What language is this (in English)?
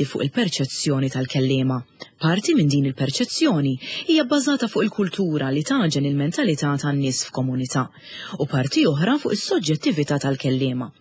Maltese